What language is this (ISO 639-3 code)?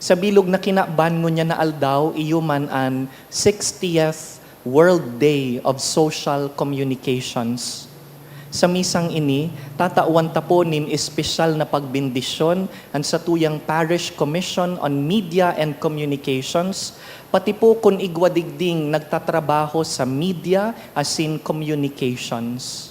bik